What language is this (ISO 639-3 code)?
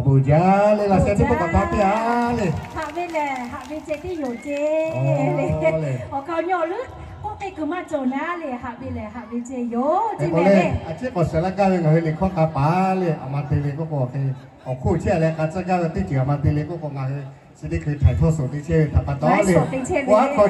lhu